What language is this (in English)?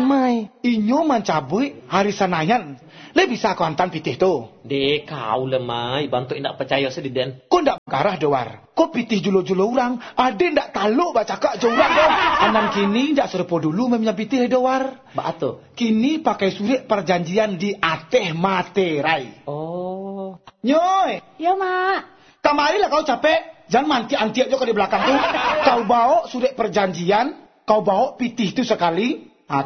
Minangkabau